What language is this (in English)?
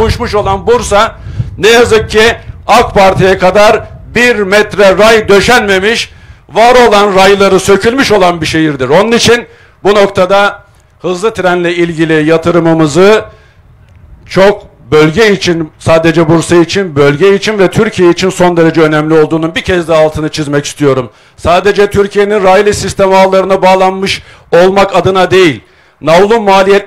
Turkish